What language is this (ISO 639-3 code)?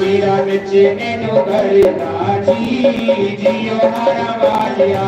doi